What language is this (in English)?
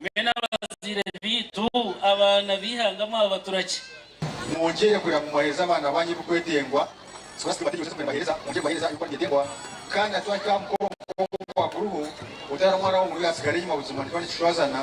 Nyankole